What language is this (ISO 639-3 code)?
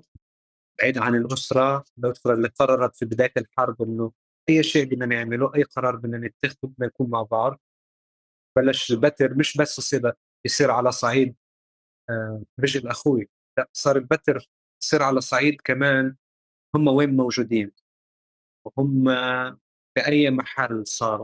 apc